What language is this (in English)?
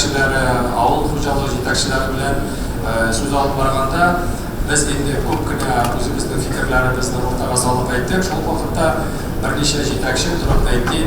Tatar